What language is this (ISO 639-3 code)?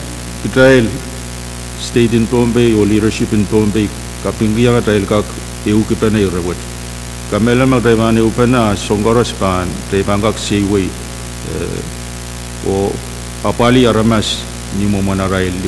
pon